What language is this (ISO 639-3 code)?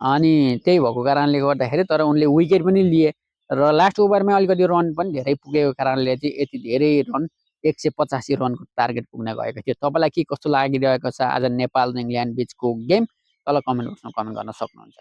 nep